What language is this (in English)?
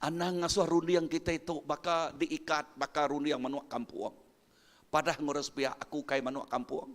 Iban